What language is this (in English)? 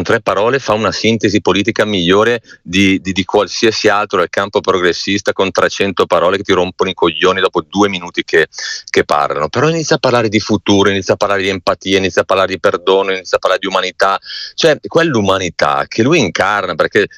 Italian